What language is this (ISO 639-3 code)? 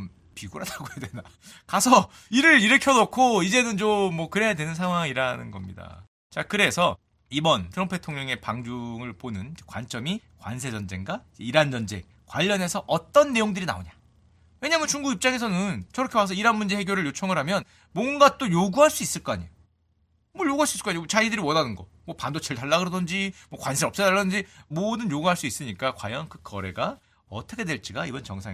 kor